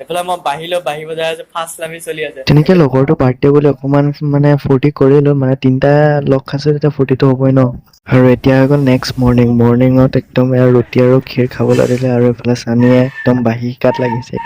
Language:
Assamese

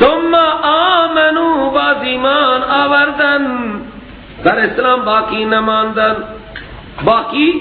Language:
Persian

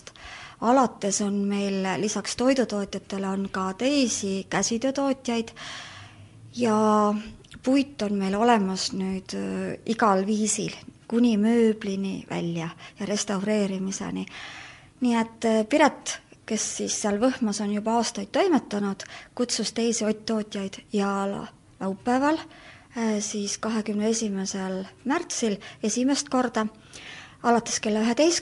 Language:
Estonian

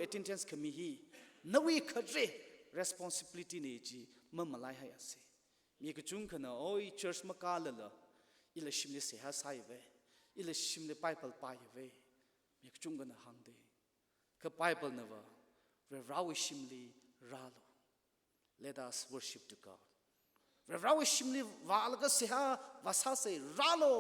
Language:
Tangkhul Naga (India)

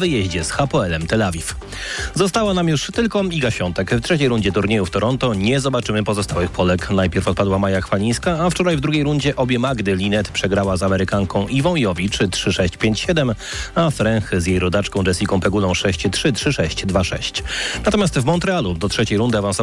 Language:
Polish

